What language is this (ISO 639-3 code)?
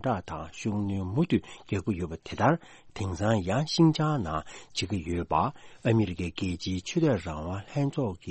bod